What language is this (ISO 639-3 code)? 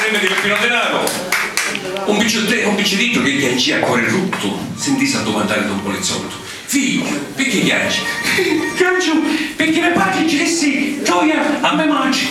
scn